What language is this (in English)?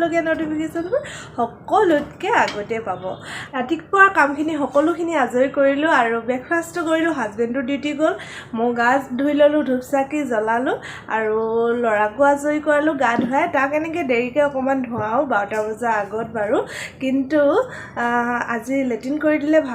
Assamese